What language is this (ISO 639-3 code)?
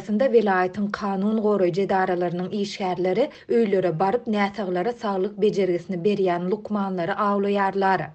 tuk